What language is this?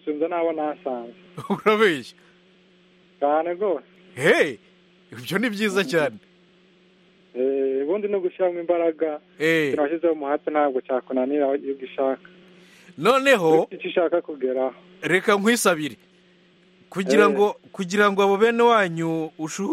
Kinyarwanda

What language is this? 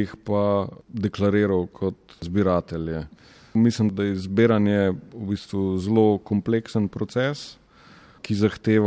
Slovenian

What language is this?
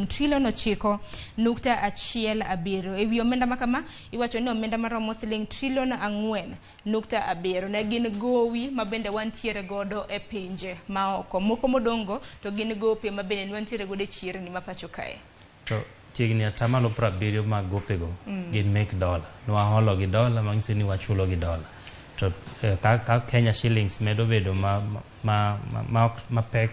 Luo (Kenya and Tanzania)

